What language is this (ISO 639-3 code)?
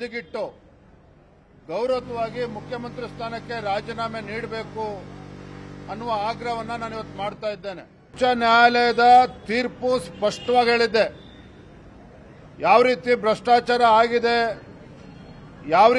kan